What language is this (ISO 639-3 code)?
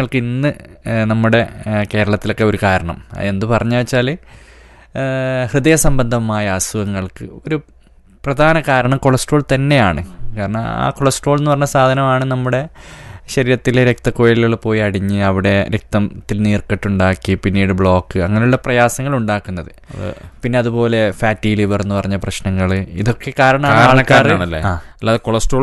mal